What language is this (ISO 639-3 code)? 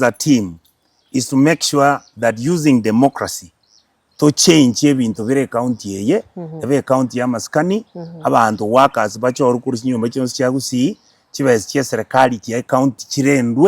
guz